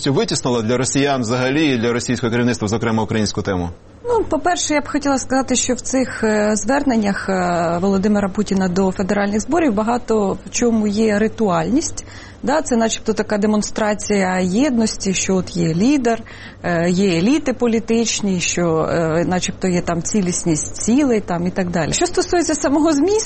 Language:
Ukrainian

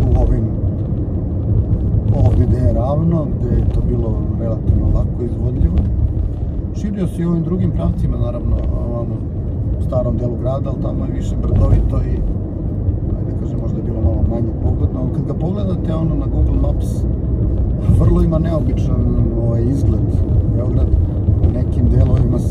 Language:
Serbian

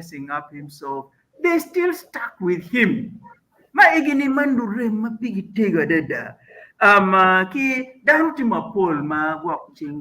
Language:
Acoli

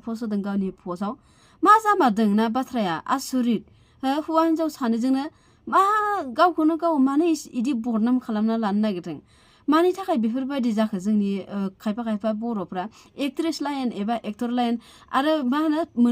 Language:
Bodo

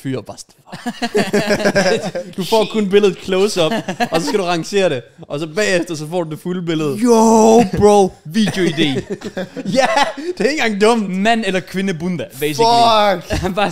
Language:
Danish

